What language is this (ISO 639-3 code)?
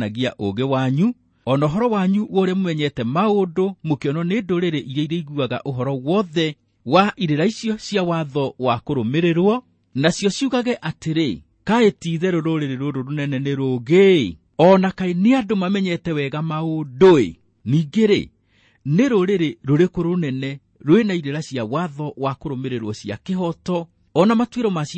kik